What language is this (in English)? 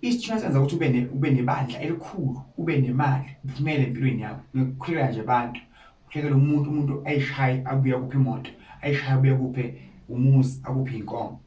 Zulu